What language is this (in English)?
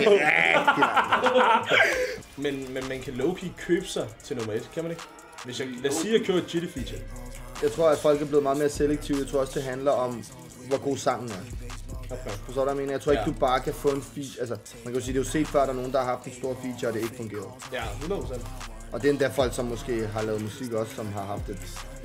Danish